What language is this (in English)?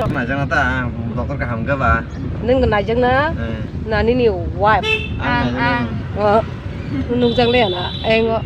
Kok Borok